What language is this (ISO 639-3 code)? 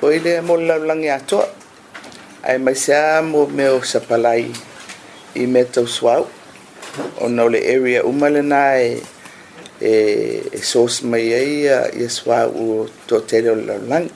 smo